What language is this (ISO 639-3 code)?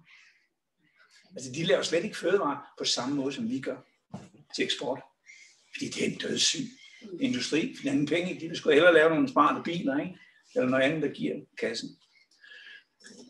dan